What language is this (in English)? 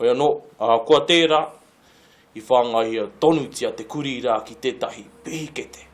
Māori